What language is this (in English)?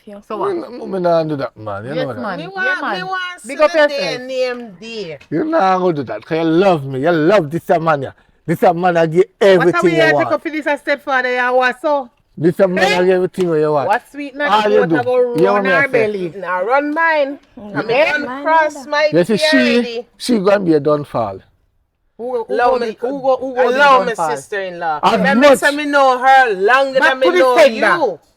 Jamaican Creole English